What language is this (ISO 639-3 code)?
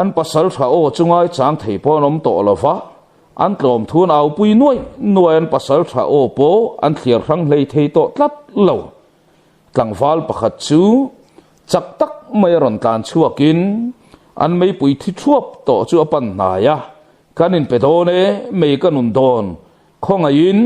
lus